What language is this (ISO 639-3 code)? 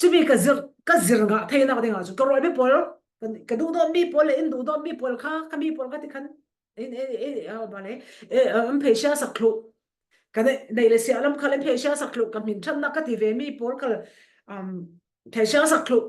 cfm